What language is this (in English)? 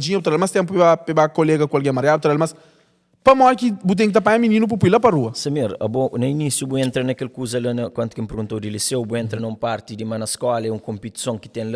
Kabuverdianu